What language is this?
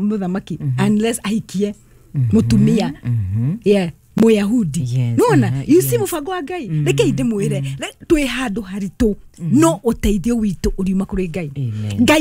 Kikuyu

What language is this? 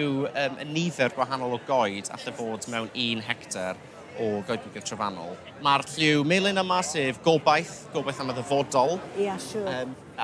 Welsh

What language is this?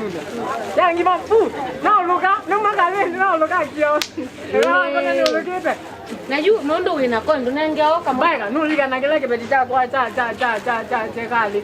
Kamba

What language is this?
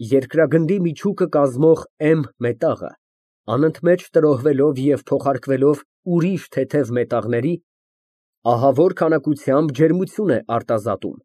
Armenian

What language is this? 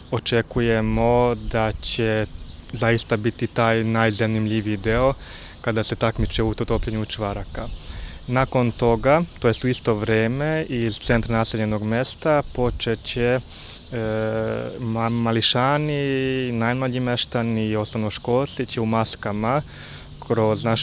Serbian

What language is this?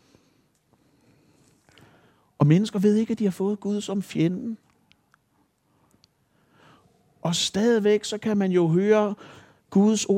Danish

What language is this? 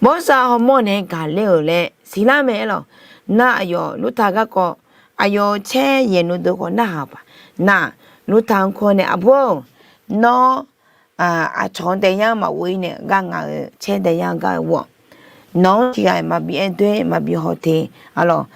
Akha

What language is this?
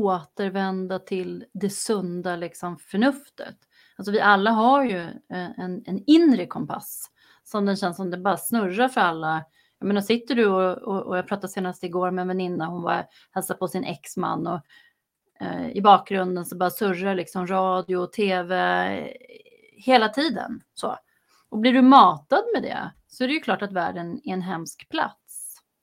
Swedish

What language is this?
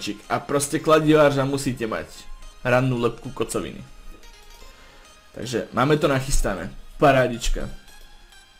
Slovak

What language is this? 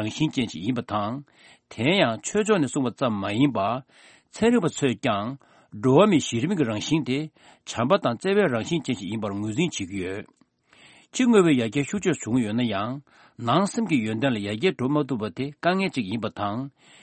Tibetan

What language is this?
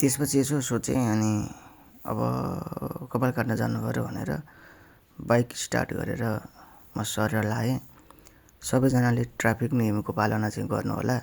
Nepali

